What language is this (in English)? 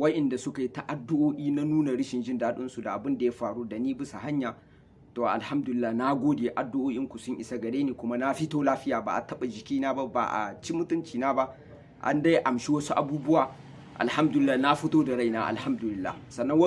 Hausa